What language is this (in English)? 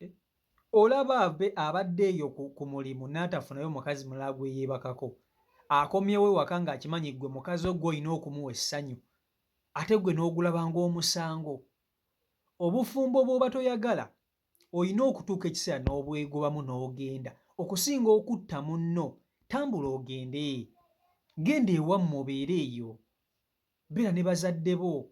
Ganda